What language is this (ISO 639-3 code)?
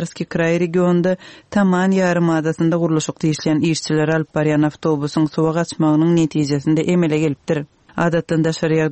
kir